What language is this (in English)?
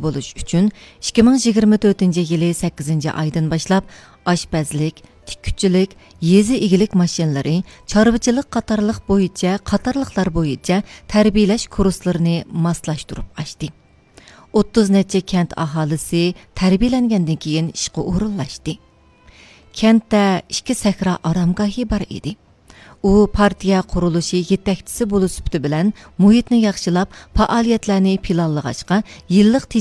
Uyghur